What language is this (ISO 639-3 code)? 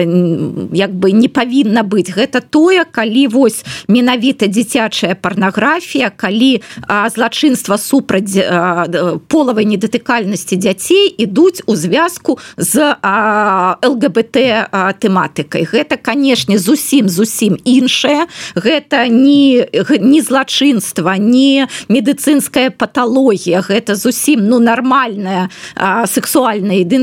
bel